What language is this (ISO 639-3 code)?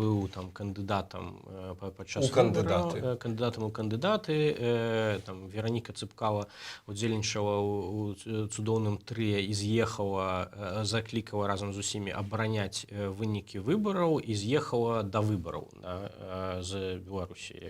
bel